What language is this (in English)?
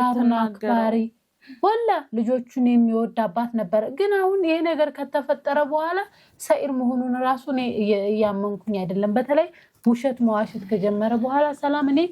Amharic